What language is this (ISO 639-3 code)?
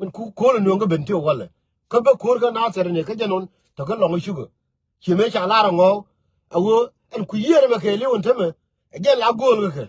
nus